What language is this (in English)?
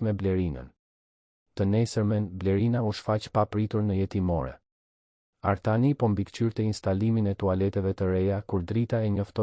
Albanian